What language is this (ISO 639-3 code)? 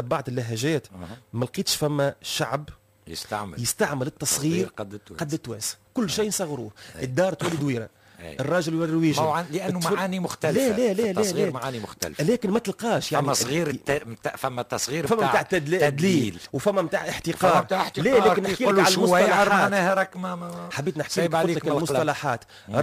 aeb